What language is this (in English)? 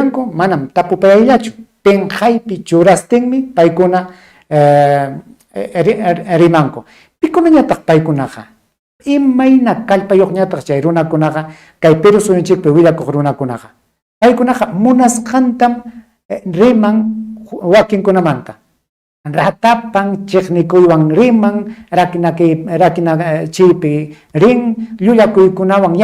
Ayacucho Quechua